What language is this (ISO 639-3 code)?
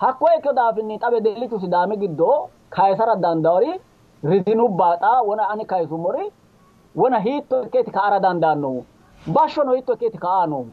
sid